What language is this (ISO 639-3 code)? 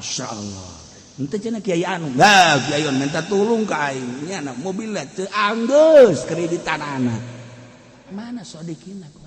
sun